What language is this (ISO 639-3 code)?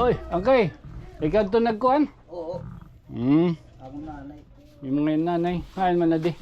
war